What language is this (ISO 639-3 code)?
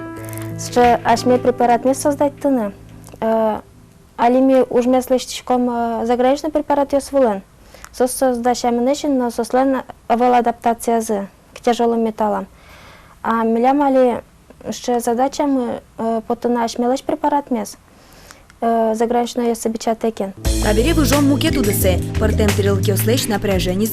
udm